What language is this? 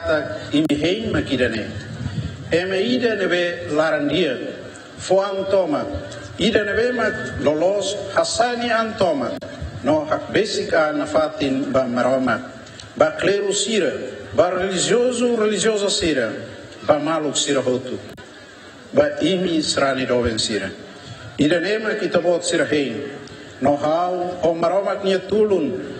Tetum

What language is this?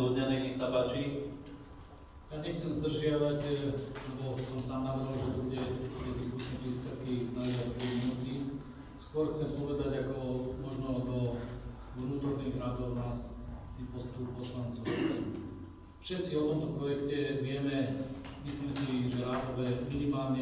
Slovak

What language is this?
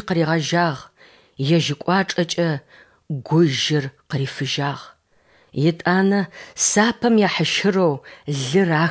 Adyghe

